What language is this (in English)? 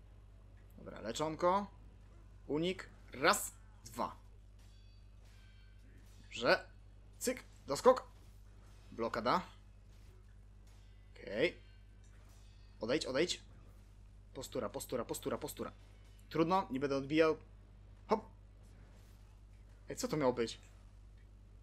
Polish